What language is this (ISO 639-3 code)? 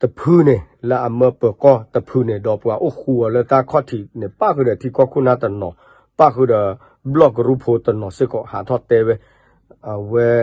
ksw